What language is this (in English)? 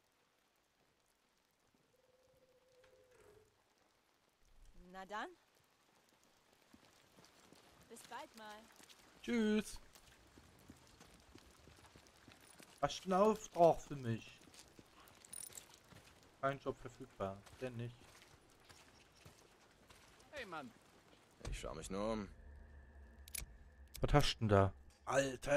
German